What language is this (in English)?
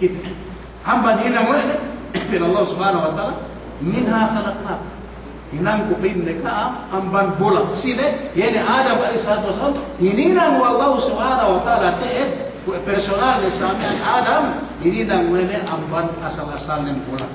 Yakan